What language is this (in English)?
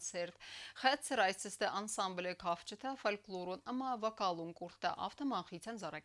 Ossetic